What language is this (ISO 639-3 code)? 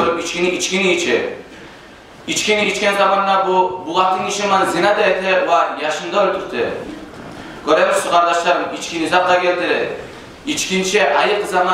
kum